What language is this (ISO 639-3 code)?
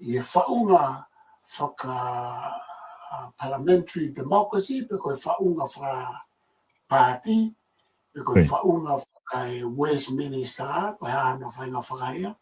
ton